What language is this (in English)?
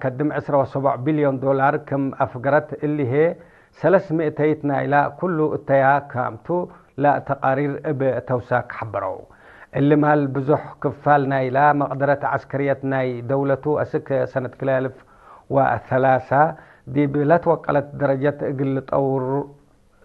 Tigre